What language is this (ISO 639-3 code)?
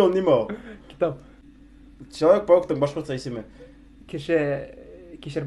bak